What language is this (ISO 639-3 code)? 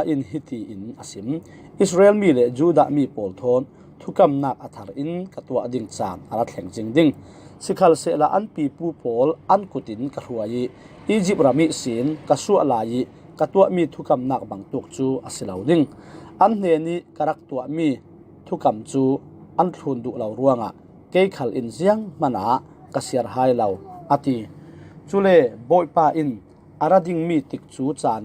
cfm